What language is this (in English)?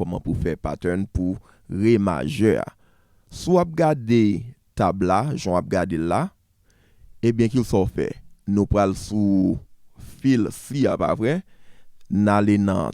Haitian Creole